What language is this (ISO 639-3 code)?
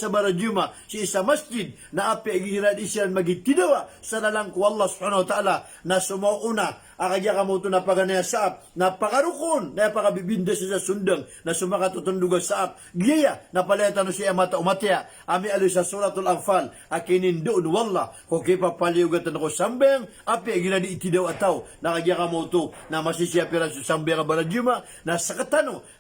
mrw